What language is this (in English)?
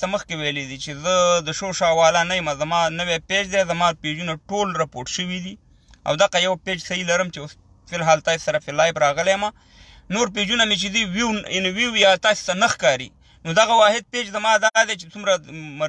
Pashto